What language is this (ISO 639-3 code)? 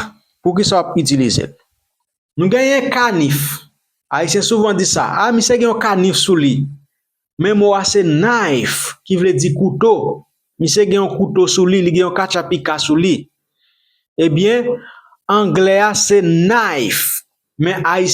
hat